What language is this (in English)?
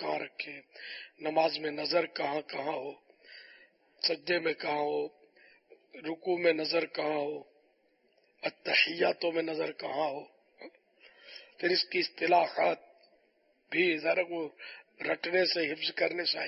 Urdu